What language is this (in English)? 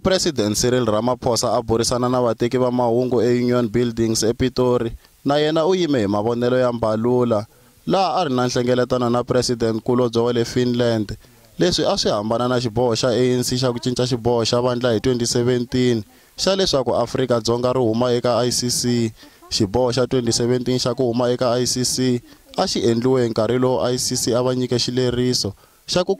Tsonga